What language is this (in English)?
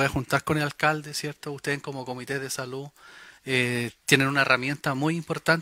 Spanish